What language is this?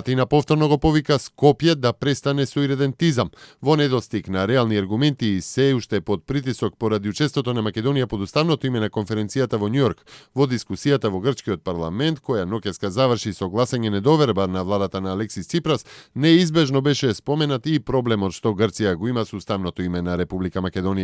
Macedonian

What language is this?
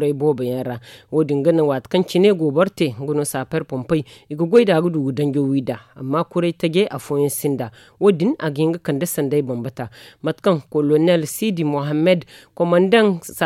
Zarma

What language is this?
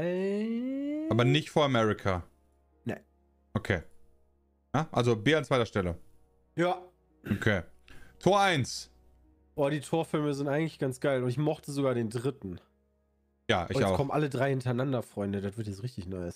German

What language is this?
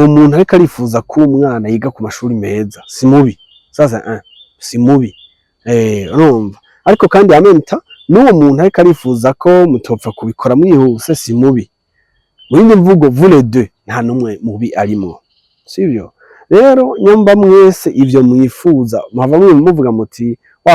Rundi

